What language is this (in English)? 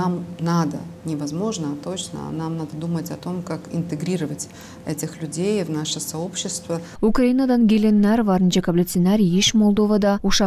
Gagauz